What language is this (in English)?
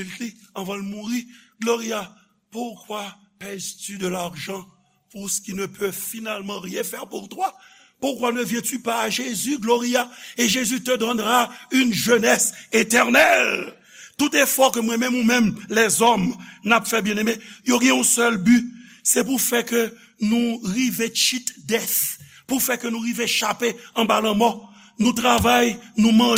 Haitian Creole